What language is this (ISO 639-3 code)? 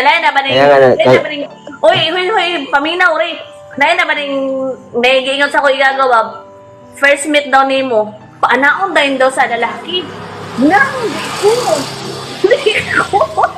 ceb